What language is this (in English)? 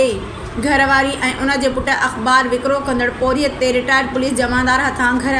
Sindhi